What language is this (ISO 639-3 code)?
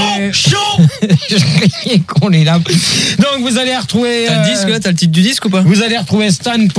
fra